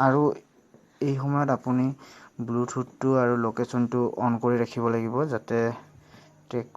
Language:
Assamese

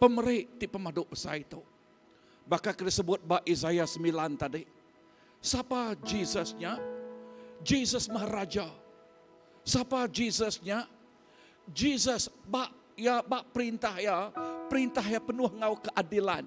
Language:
Iban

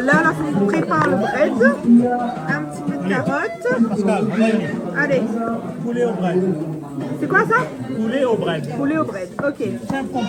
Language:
Réunion Creole French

